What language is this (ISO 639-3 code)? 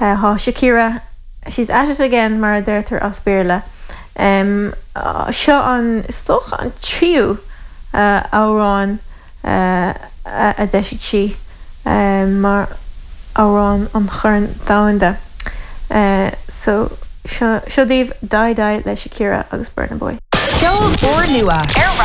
gle